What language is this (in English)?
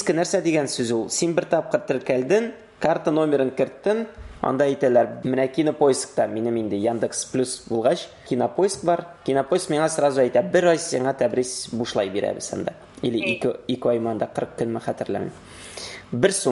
Tatar